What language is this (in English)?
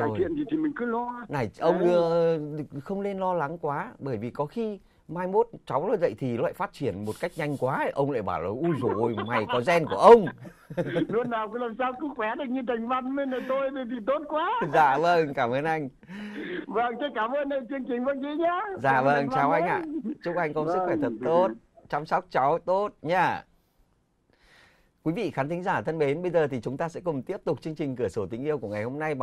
Vietnamese